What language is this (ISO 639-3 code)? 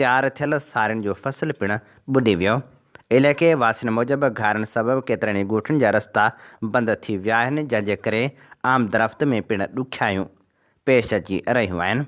snd